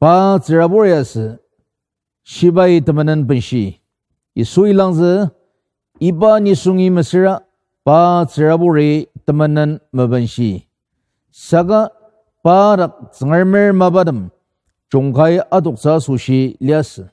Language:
Ao Naga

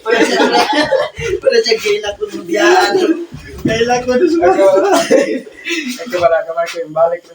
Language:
Cebuano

